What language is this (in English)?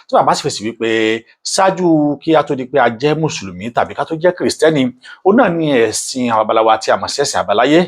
Yoruba